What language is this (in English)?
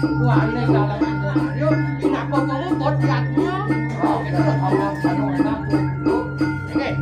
Balinese